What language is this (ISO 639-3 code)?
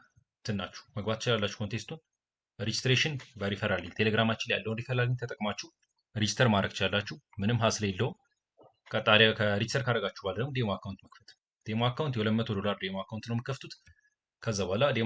amh